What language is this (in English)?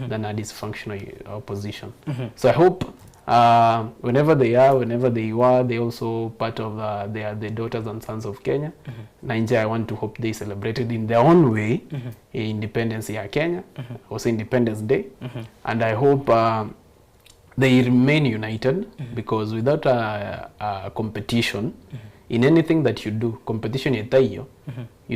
Gusii